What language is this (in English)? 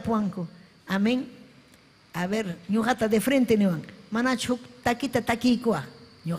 Ayacucho Quechua